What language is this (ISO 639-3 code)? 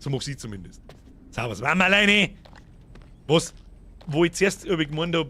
bar